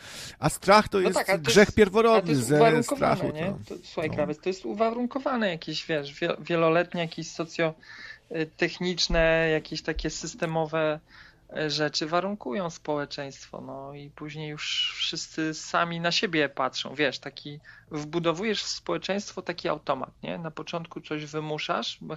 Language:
Polish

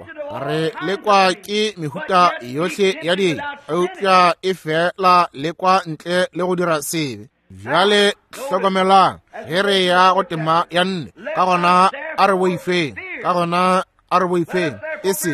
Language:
Northern Sotho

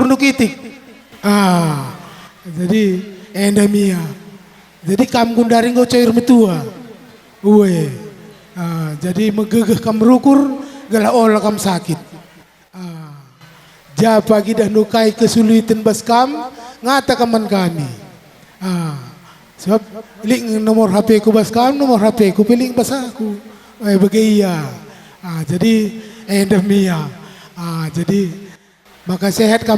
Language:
Batak Karo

